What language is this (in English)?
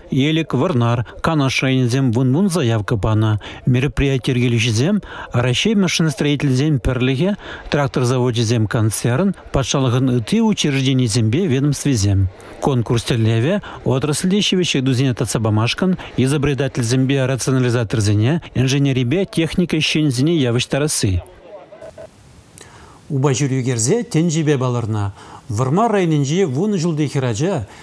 Chuvash